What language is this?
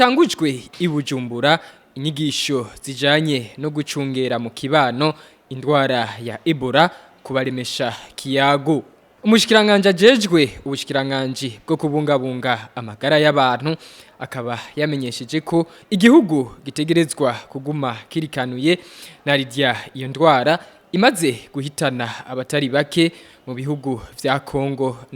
Rundi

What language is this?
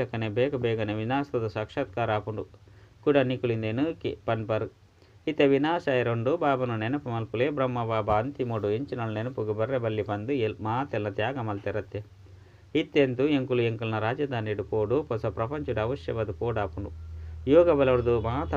Tulu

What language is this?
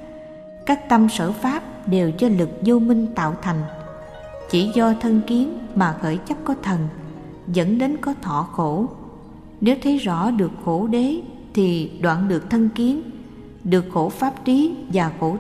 Vietnamese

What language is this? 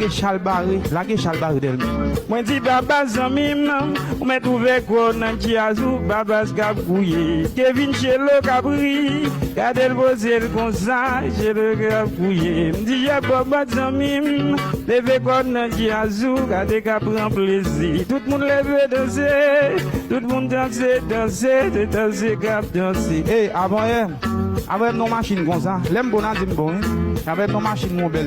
Haitian Creole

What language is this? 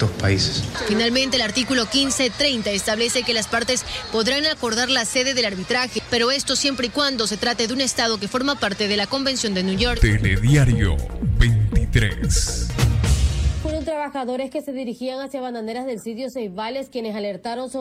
Spanish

